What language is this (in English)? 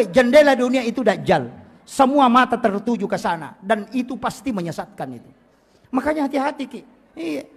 Buginese